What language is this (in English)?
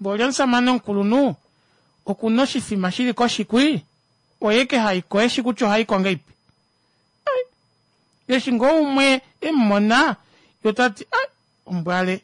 Kuanyama